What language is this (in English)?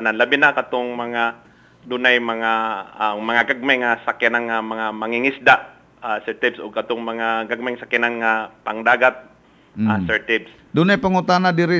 Cebuano